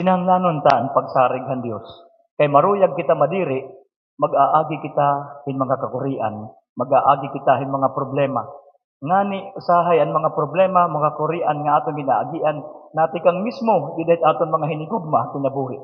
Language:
Waray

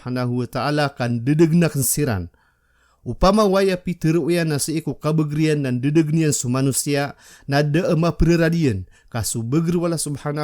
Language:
Maranao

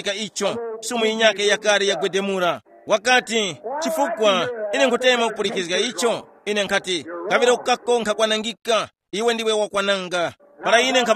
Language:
Tumbuka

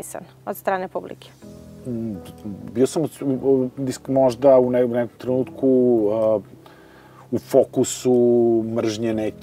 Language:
Serbian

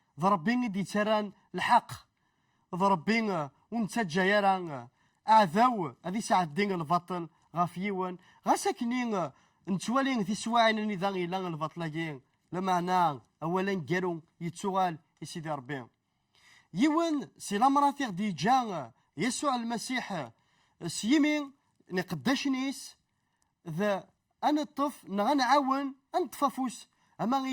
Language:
Kabyle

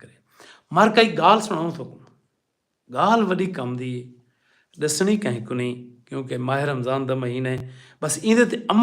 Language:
Saraiki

